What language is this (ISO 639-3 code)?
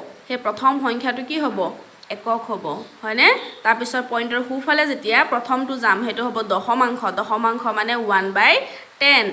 asm